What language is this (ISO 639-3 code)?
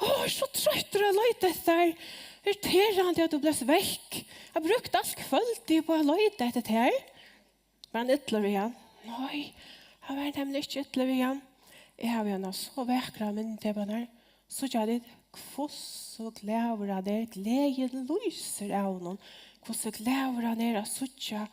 fao